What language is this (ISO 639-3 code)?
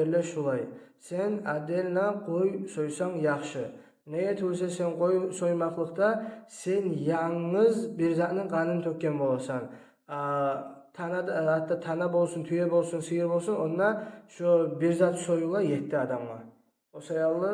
kum